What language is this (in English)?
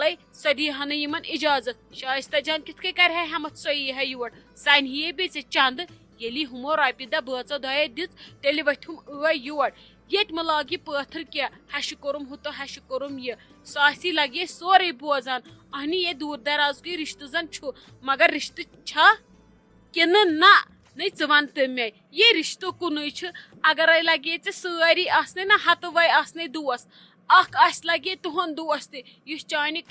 Kashmiri